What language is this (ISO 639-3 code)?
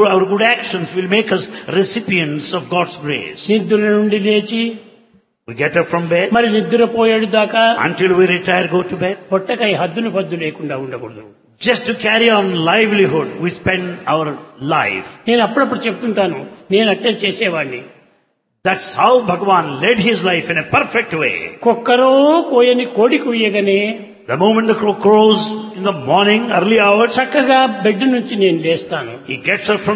tel